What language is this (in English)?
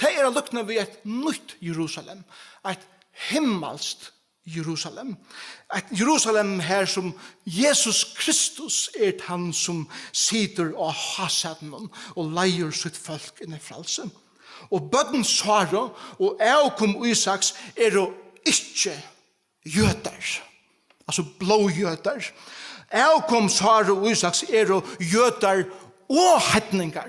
Faroese